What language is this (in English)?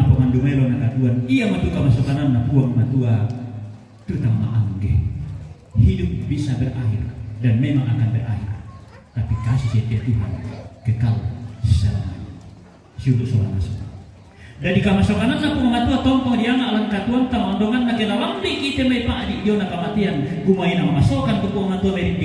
Toraja-Sa'dan